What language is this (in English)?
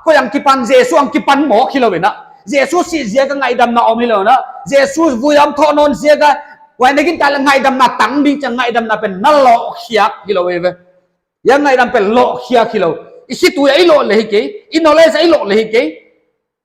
Paite Chin